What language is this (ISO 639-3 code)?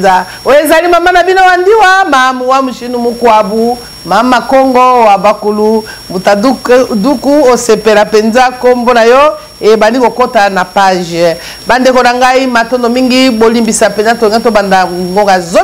lin